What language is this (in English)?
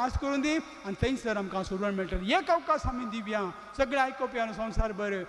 Konkani